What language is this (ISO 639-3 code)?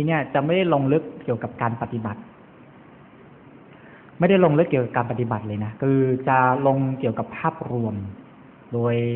tha